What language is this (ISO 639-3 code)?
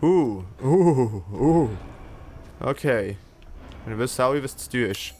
gsw